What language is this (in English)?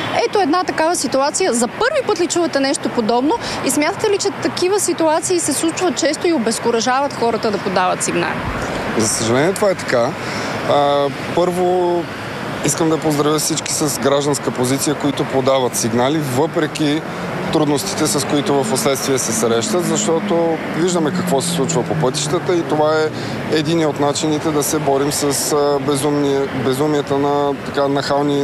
Bulgarian